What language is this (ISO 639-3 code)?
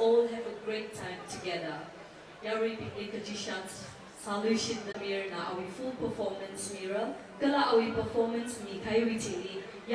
nmf